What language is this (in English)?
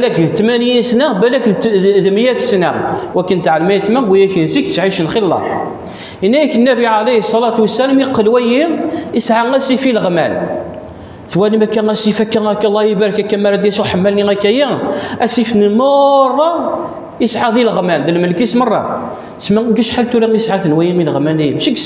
Kabyle